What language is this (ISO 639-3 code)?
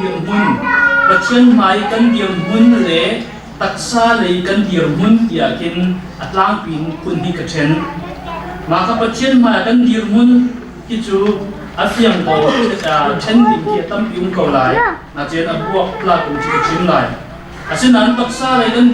cnh